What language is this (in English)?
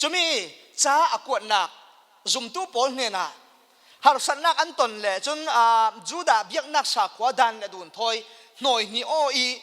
Falam Chin